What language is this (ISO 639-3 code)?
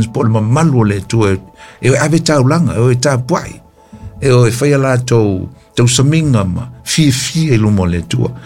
smo